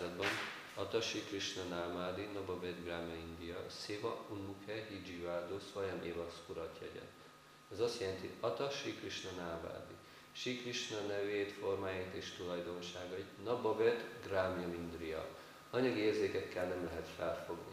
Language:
Hungarian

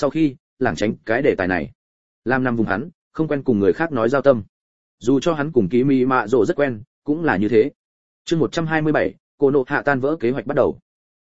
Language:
Vietnamese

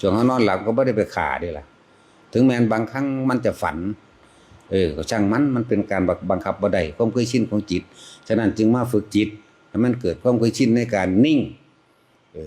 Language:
Lao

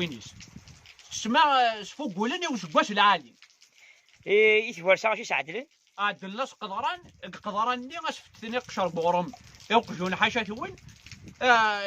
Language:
Kabyle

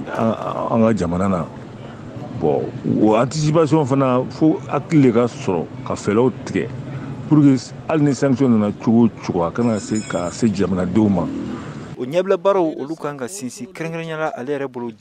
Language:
Bambara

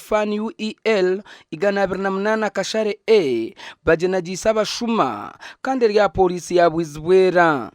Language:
Nyankole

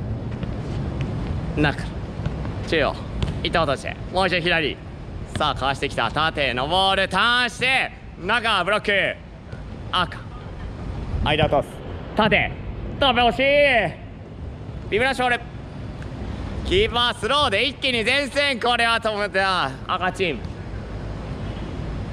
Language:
Japanese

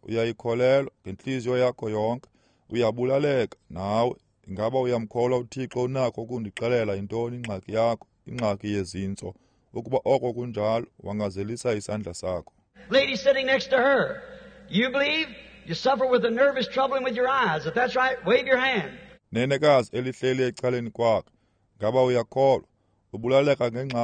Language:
Xhosa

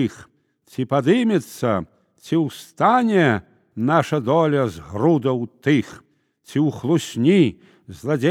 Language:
Belarusian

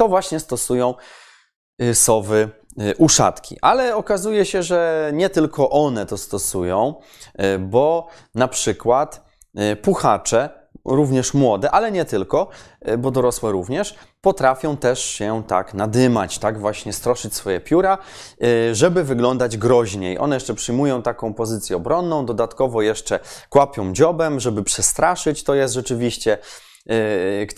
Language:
Polish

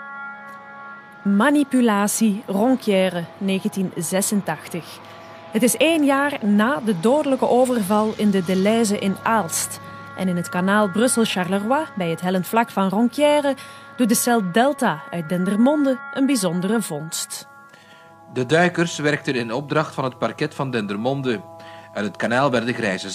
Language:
Dutch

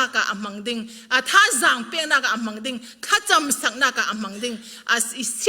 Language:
Falam Chin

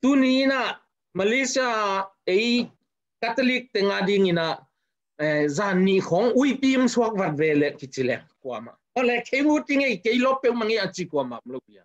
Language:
Tedim Chin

